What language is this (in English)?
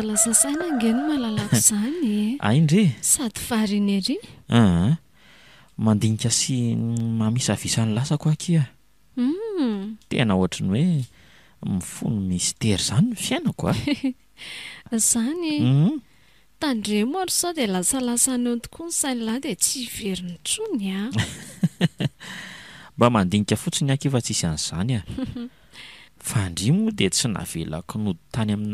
Malagasy